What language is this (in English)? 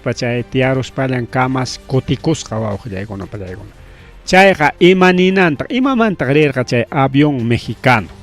Ayacucho Quechua